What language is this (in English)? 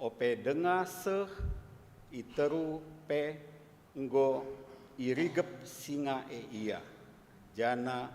Batak Karo